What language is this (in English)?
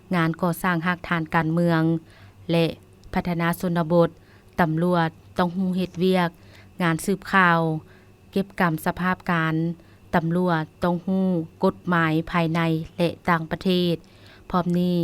Lao